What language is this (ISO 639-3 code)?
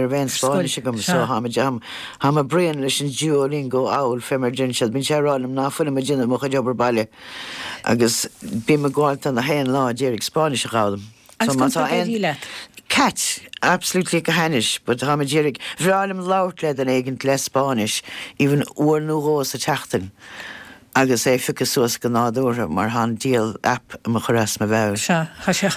gle